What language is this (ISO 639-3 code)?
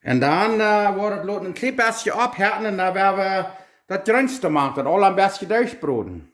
pdt